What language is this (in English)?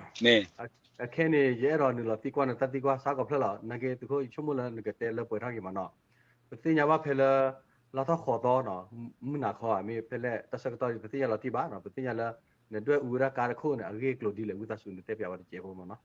S'gaw Karen